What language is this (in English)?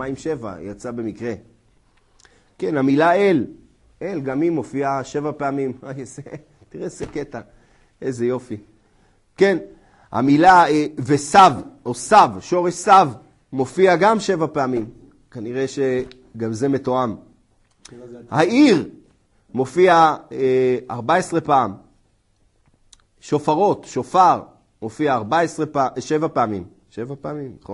Hebrew